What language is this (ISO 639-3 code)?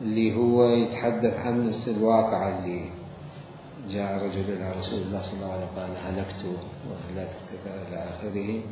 acm